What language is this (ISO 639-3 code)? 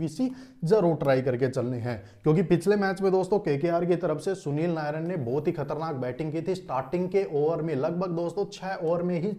hin